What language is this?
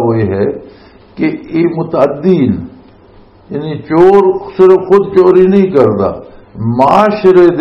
Western Panjabi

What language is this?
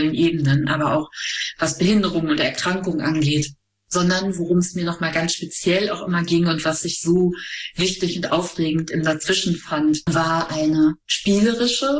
German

